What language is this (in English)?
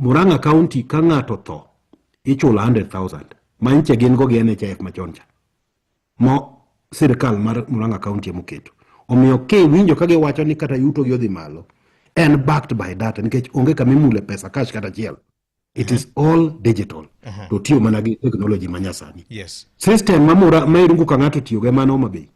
Luo (Kenya and Tanzania)